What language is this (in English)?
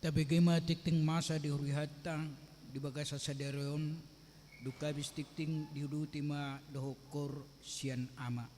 Batak Toba